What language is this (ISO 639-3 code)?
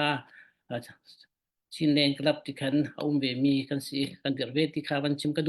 cfm